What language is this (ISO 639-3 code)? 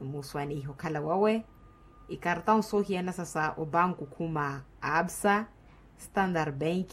vmw